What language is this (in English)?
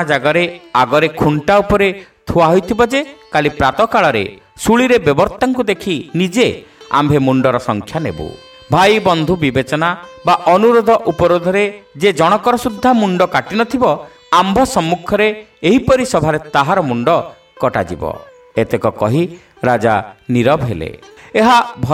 Odia